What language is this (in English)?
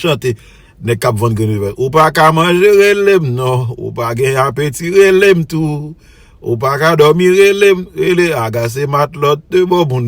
Haitian Creole